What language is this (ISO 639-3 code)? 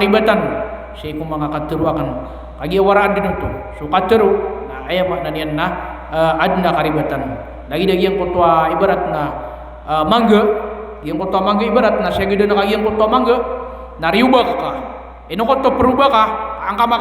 mrw